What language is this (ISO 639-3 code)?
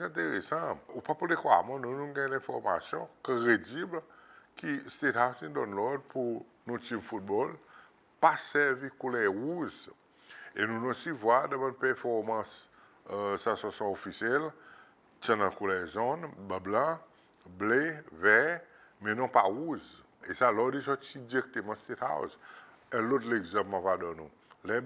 crs